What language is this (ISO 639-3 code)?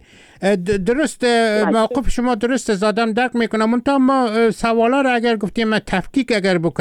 fas